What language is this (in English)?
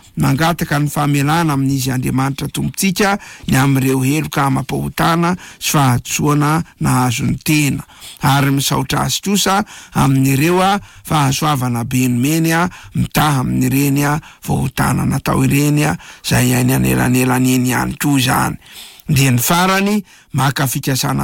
Malagasy